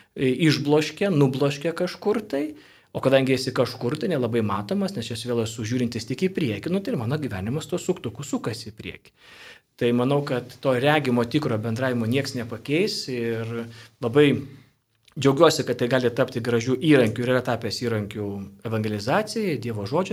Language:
Lithuanian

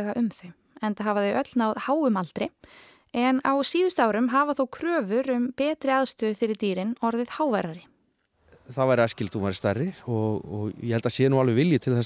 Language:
Icelandic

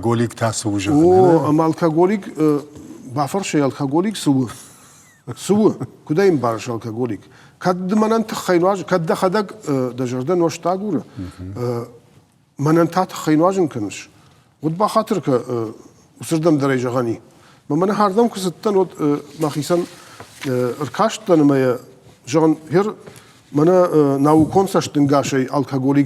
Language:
Ossetic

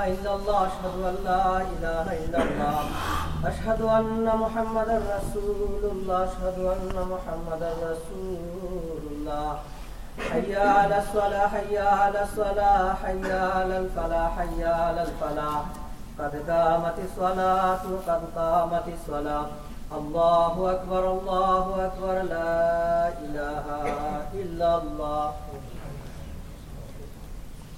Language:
Urdu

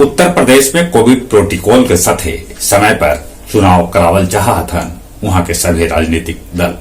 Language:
Magahi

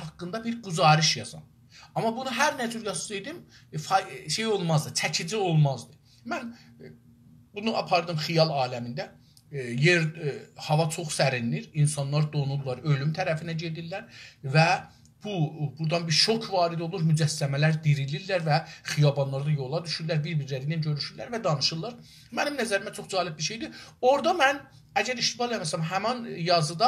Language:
South Azerbaijani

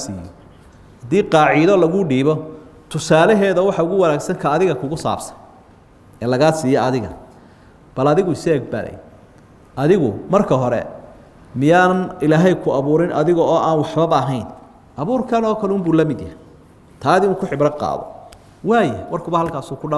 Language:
Somali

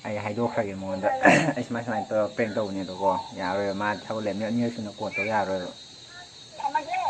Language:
Manipuri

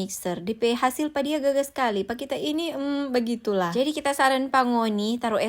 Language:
Manado Malay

